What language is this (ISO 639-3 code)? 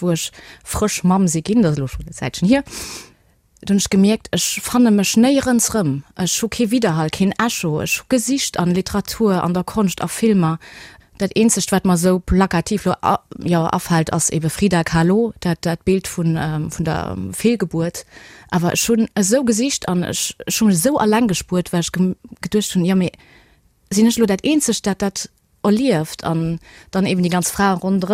ltz